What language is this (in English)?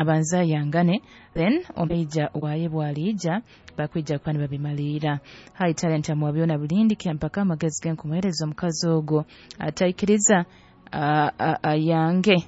Nyoro